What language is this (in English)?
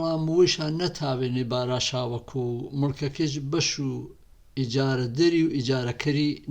Gurani